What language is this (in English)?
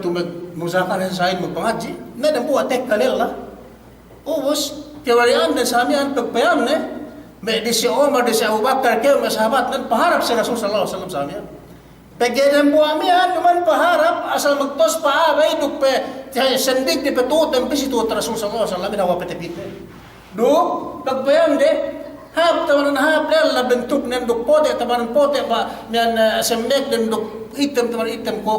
Yakan